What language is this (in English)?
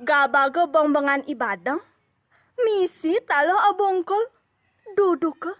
Balinese